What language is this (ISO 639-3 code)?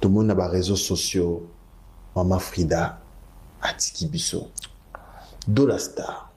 lin